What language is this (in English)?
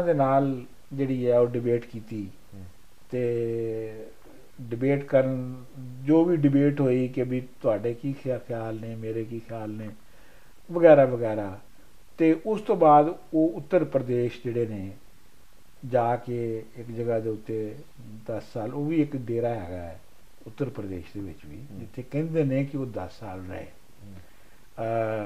Punjabi